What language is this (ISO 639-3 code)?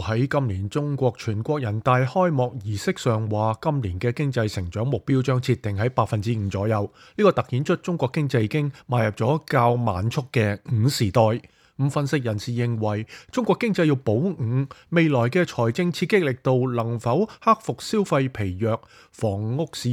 yue